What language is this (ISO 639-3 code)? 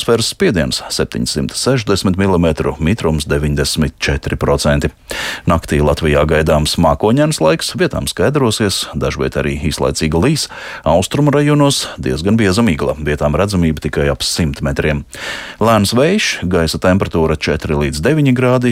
lav